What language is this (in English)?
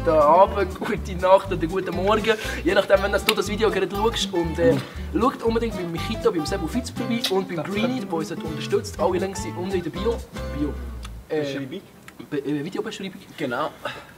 Swiss German